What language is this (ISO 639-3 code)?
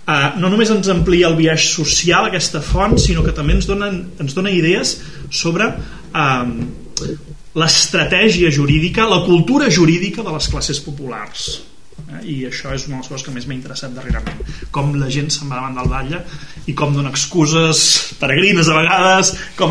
cat